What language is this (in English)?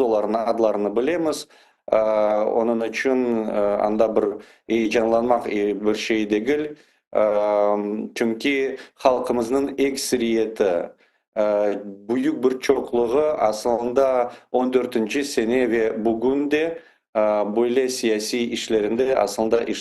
Crimean Tatar